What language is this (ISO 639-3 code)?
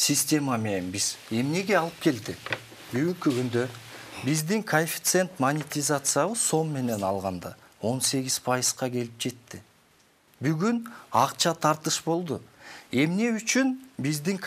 kir